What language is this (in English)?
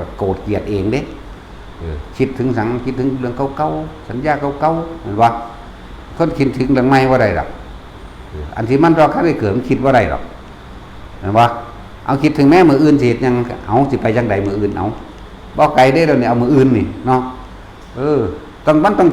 Northeastern Thai